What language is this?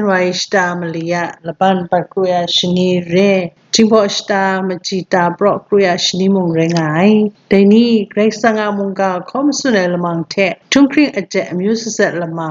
Kachin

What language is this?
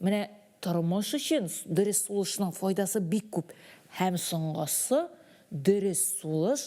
Tatar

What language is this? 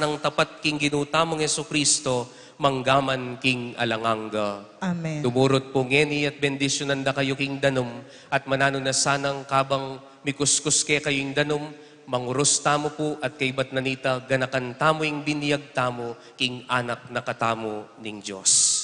Pampanga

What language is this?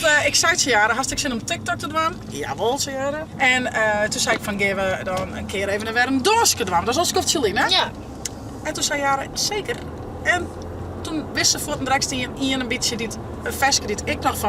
Western Frisian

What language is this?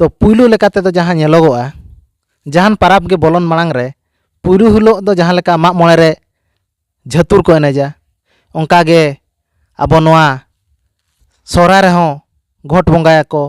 Santali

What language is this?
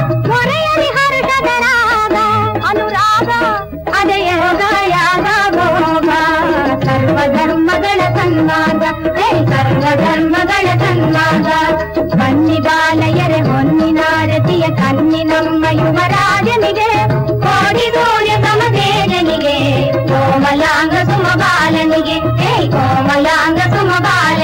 Kannada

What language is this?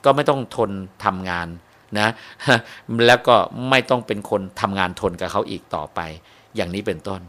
Thai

